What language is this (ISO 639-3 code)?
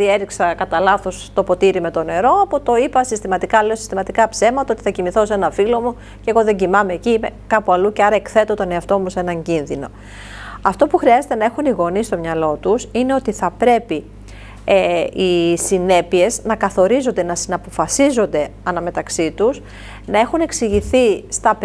ell